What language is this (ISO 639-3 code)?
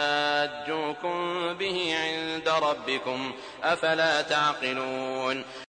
ara